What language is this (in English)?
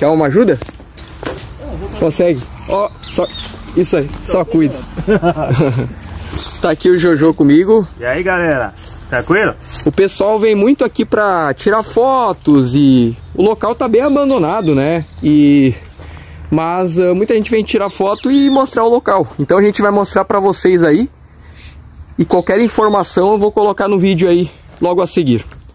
Portuguese